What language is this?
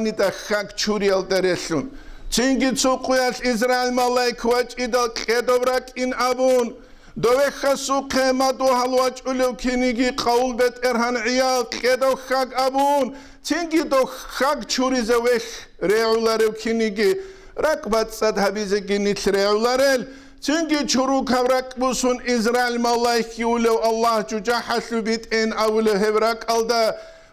Avaric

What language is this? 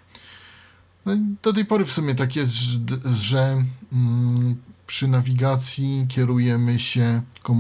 Polish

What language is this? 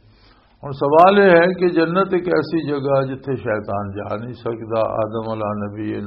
Western Panjabi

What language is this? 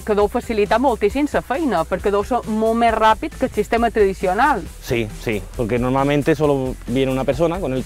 Catalan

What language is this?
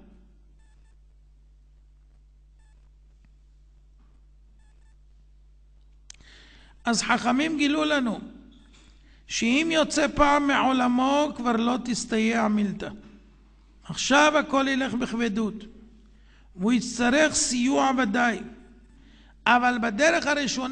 Hebrew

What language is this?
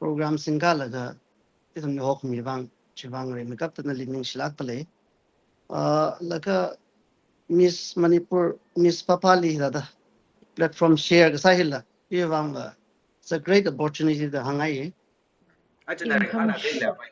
Tangkhul Naga (India)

